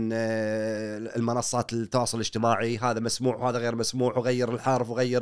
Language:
Gulf Arabic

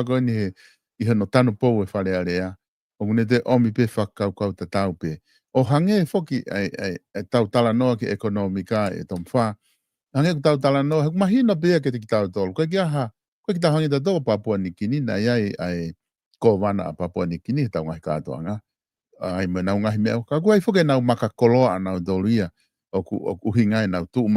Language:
Tongan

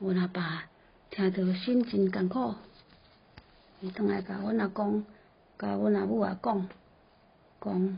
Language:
Min Nan Chinese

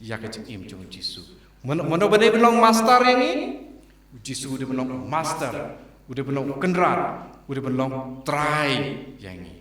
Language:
Khasi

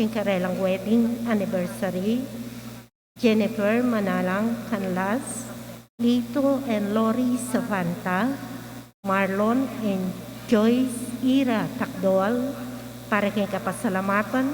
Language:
Pampanga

